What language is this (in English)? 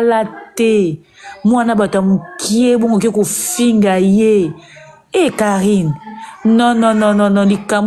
Lingala